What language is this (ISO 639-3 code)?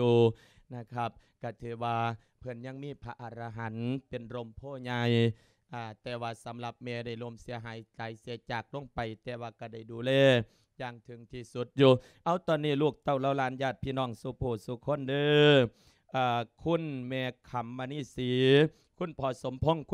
lao